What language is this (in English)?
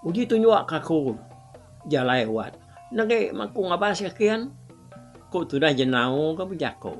Iban